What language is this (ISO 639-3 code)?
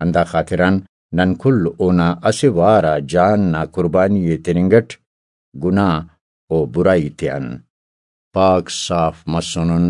brh